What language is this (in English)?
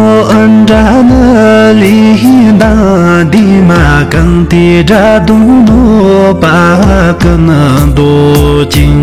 Tibetan